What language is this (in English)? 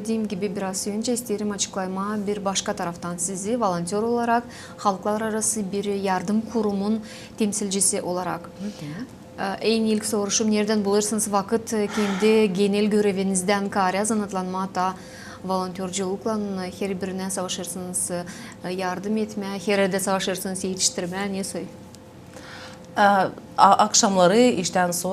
Gagauz